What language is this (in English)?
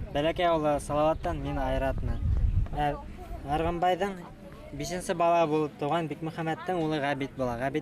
Bashkir